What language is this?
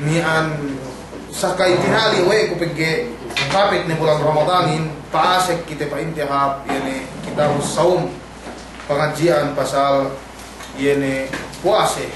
Yakan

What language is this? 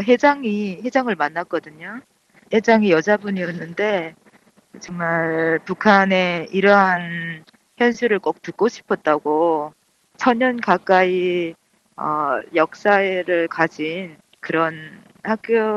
Korean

